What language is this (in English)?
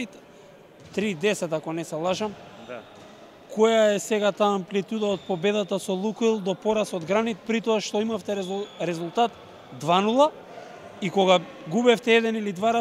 Macedonian